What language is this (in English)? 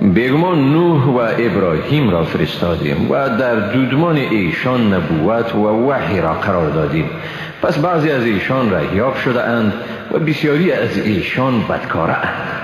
Persian